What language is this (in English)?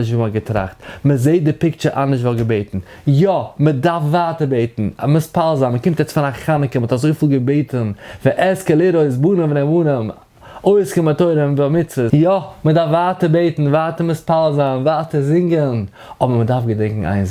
Yiddish